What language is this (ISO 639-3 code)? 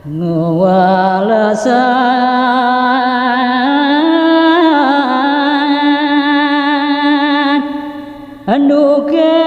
ban